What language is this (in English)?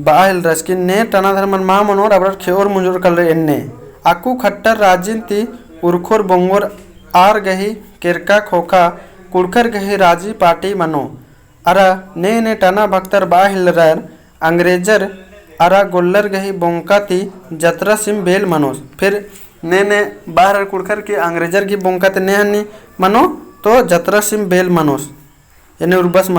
Kurukh